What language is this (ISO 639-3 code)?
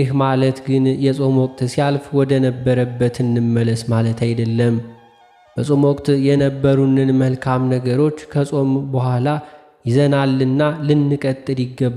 amh